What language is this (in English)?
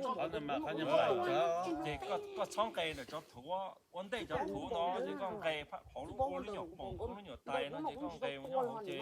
Hmong